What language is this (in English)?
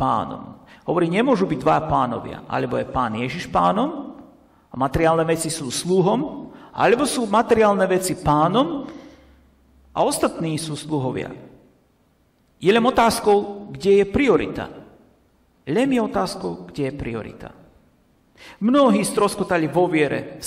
Slovak